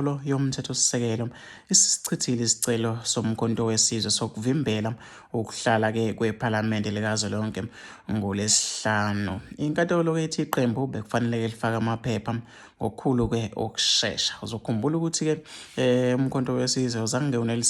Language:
Zulu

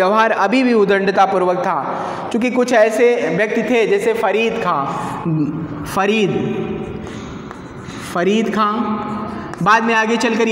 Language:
Hindi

